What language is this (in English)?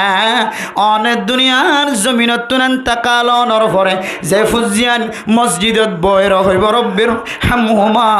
Rohingya